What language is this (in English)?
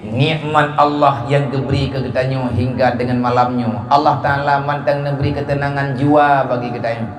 Achinese